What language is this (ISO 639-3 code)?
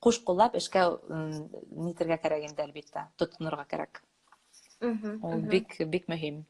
bak